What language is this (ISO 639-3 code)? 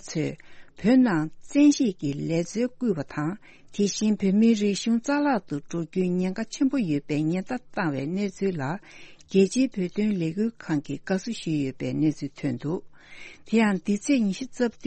bod